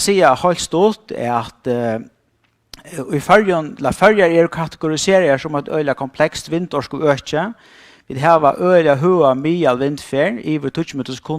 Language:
Faroese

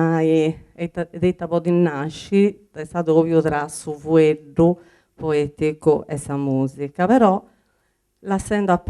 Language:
Sardinian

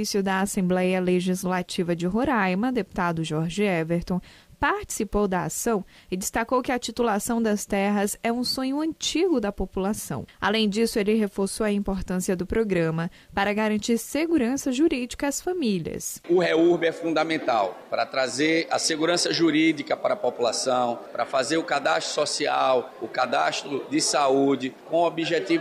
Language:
Portuguese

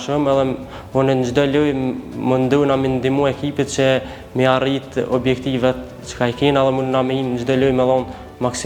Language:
Albanian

